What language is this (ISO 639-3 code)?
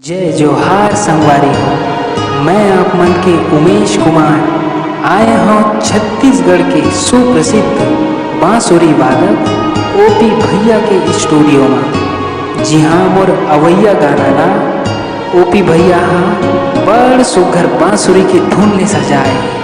hne